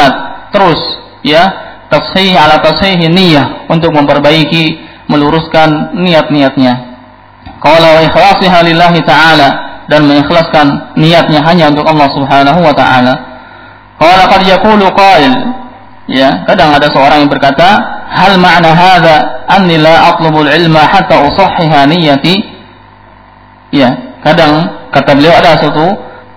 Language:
Indonesian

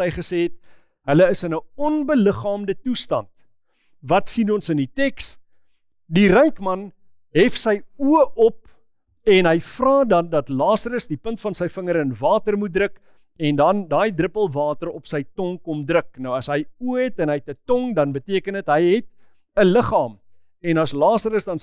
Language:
Afrikaans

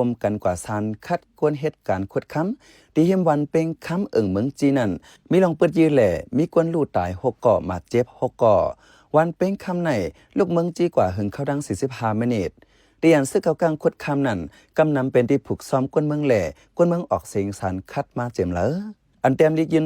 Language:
Shan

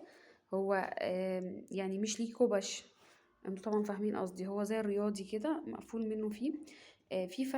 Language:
Egyptian Arabic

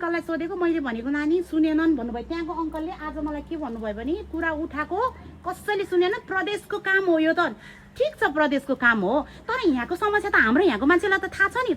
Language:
Nepali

